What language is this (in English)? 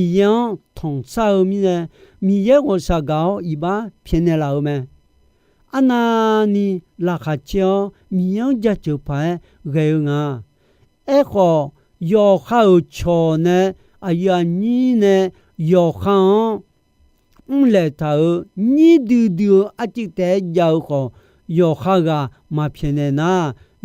Akha